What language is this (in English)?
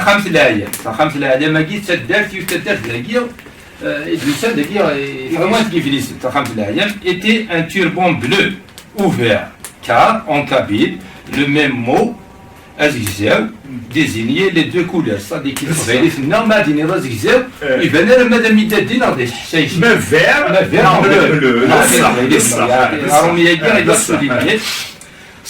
Kabyle